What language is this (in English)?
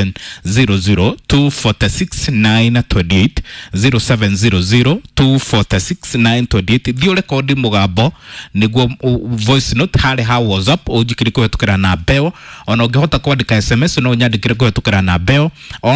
Kikuyu